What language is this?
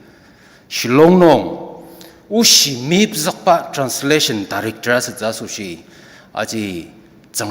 Ao Naga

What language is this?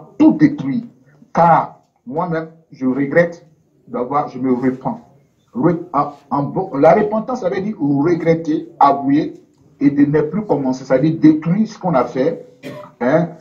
French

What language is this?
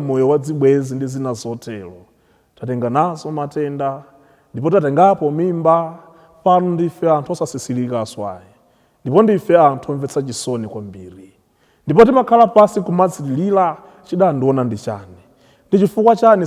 Nyanja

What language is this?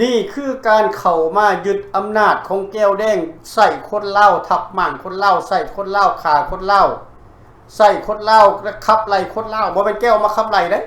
Lao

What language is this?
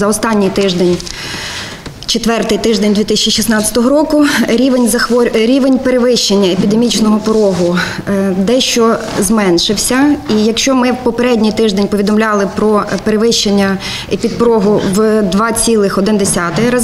Ukrainian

